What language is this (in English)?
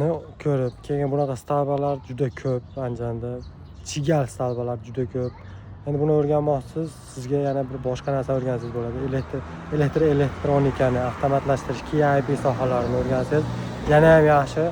Uzbek